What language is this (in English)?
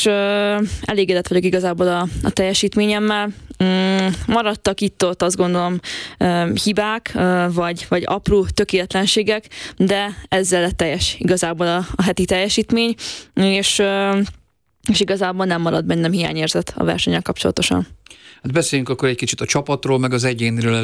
Hungarian